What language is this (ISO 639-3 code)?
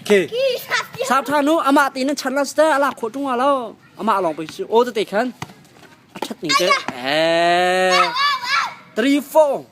cnh